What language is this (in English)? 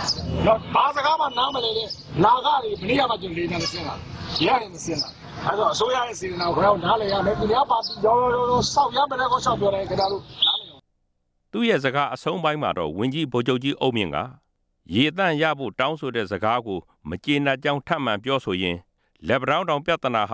Burmese